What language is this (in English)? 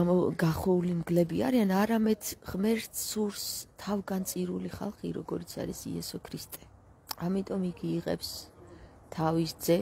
Georgian